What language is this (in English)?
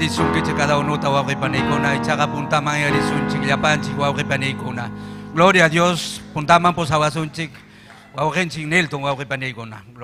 Ayacucho Quechua